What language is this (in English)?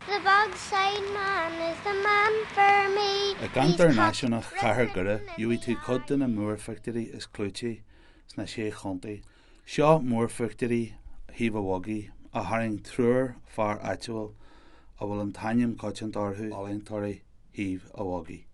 Irish